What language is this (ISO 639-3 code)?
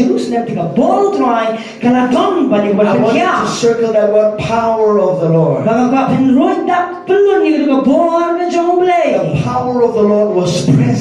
kha